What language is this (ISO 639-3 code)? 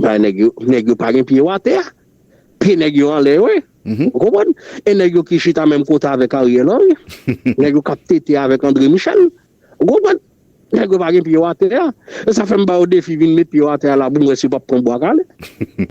hat